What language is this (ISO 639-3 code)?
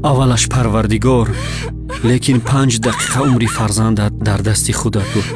tgk